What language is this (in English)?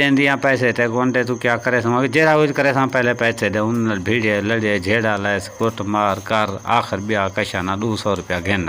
Saraiki